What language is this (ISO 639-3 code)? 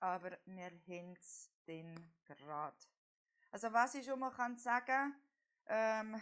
gsw